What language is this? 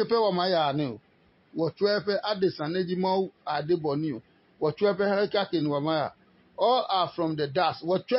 Adangme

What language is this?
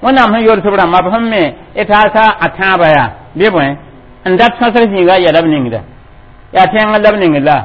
Mossi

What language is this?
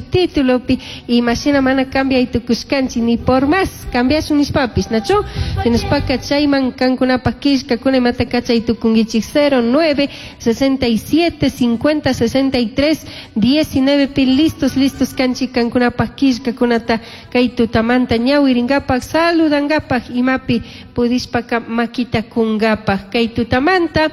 Chimborazo Highland Quichua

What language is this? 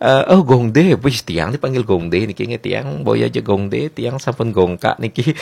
Balinese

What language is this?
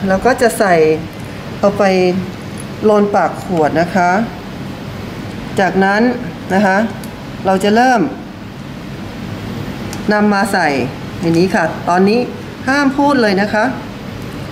Thai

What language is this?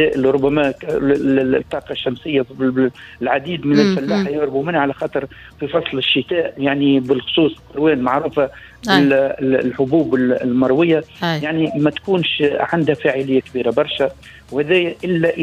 Tunisian Arabic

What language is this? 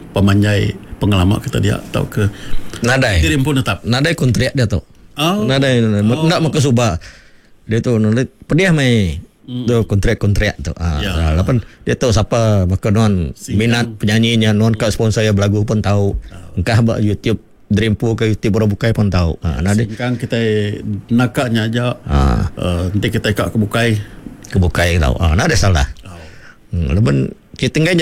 Iban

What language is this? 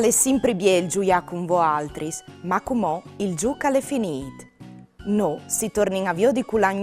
Friulian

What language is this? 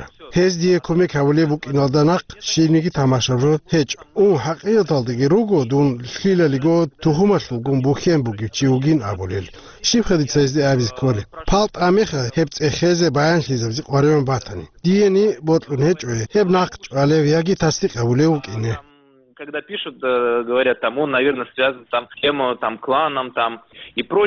Avaric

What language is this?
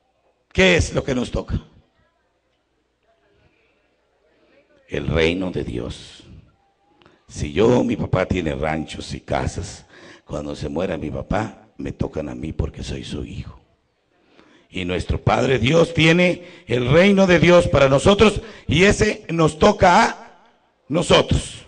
Spanish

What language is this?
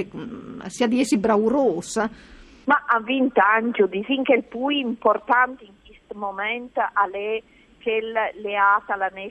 Friulian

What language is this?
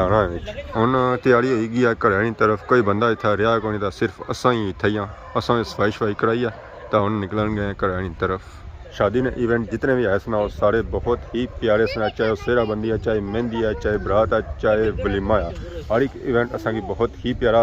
Pahari-Potwari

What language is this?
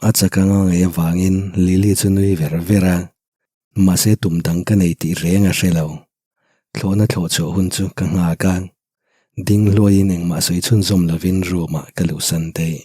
Mizo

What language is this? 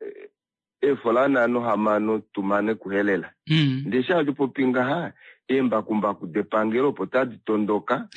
Kuanyama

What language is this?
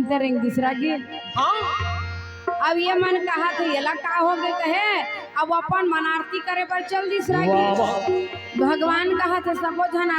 Chhattisgarhi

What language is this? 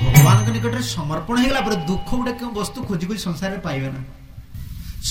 Odia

